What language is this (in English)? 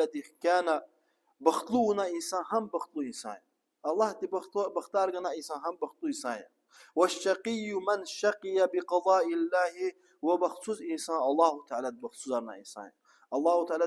Lezghian